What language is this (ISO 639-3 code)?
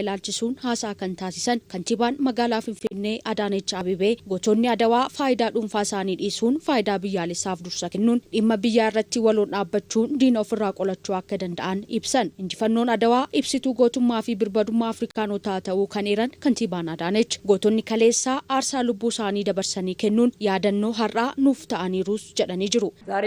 orm